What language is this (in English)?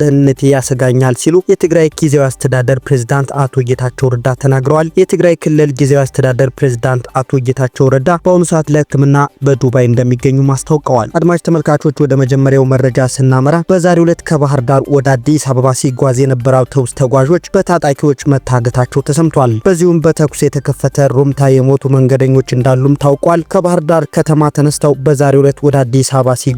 Amharic